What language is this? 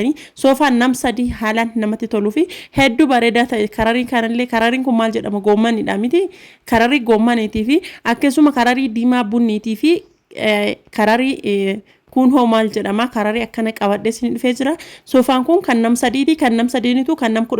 Oromo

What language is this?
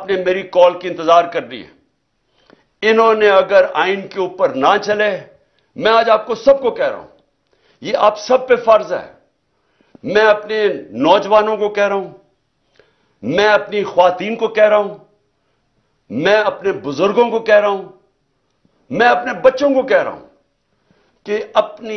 Urdu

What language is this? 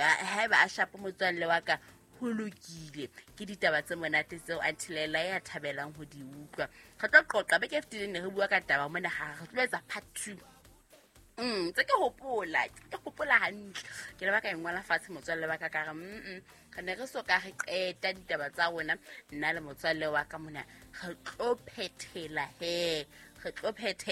Southern Sotho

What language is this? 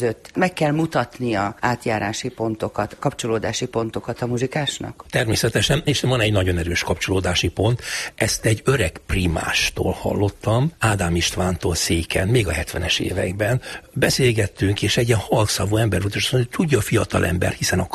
Hungarian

